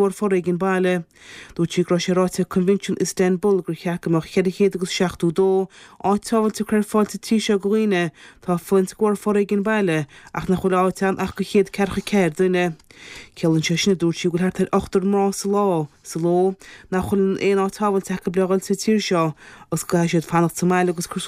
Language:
Irish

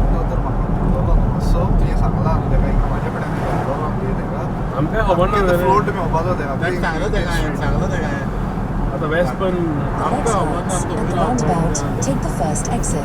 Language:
Konkani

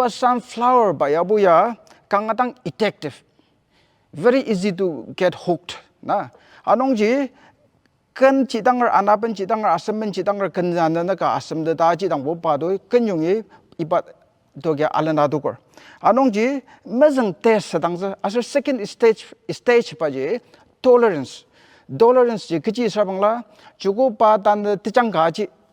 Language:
Ao Naga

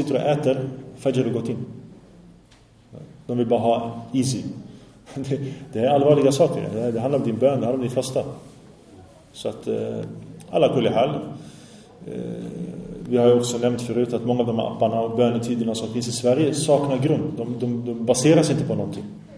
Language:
Swedish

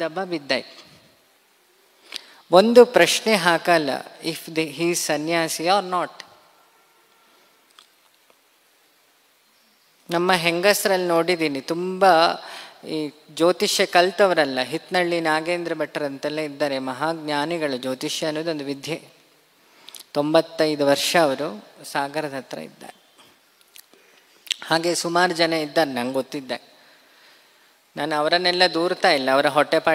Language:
Kannada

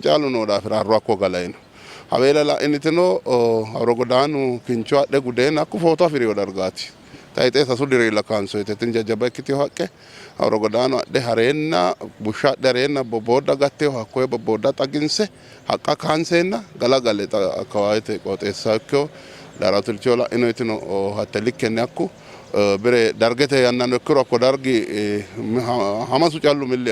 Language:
Sidamo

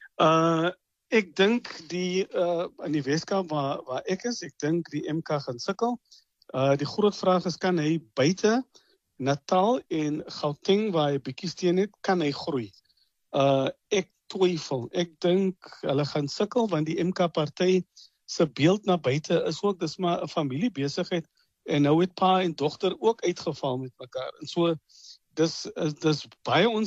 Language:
Afrikaans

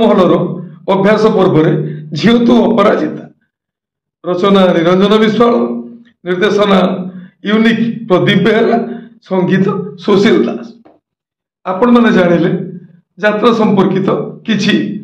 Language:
Odia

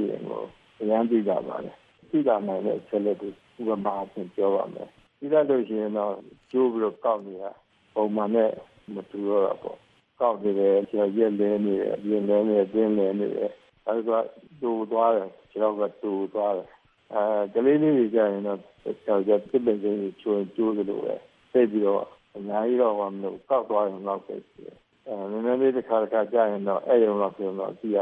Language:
Burmese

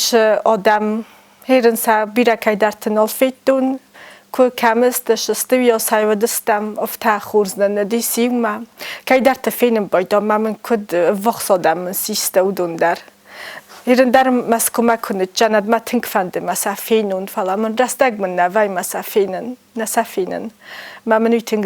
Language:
Ossetic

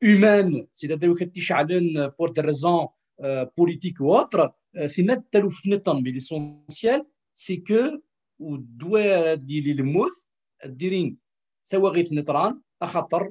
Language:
Kabyle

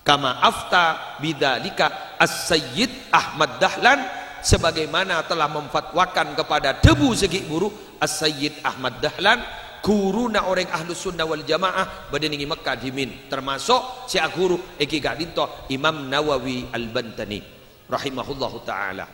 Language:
Madurese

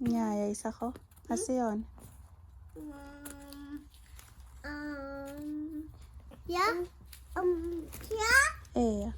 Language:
Tswana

